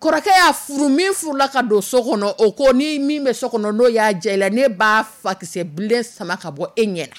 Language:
Dyula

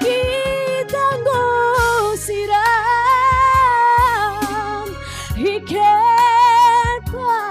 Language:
Batak Karo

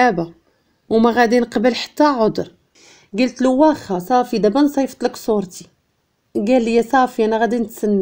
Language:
Moroccan Arabic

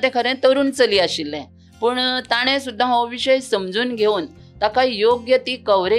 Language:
Konkani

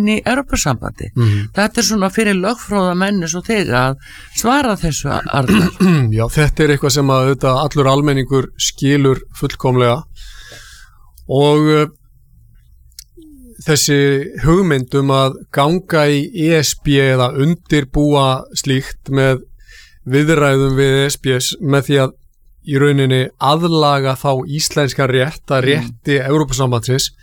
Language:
Icelandic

